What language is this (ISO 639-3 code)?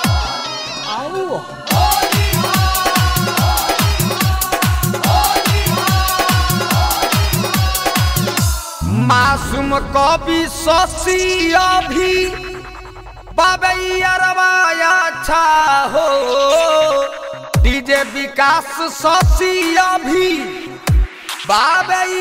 bho